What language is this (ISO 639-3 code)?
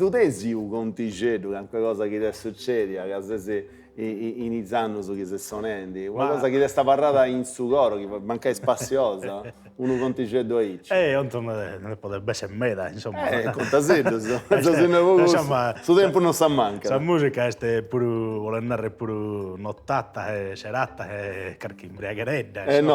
srd